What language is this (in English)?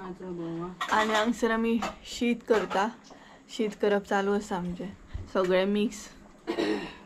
Konkani